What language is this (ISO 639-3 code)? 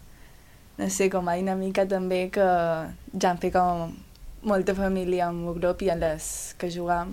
cat